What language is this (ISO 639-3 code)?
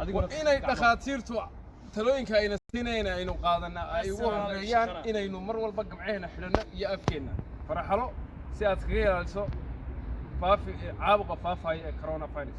som